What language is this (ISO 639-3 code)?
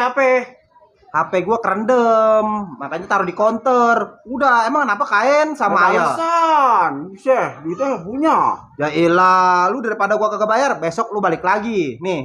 bew